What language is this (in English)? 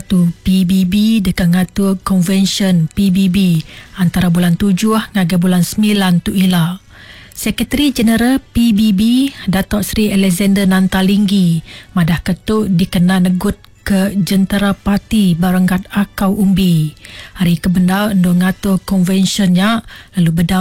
Iban